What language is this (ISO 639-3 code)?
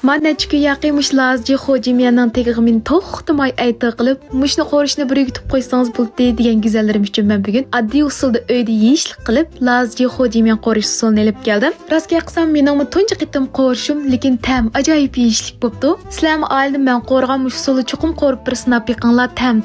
uig